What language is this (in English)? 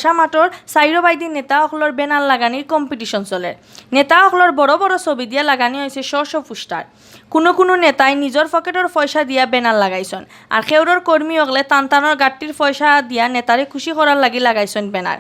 Sylheti